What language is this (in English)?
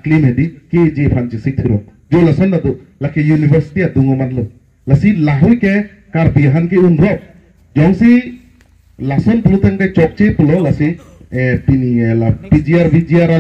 Karbi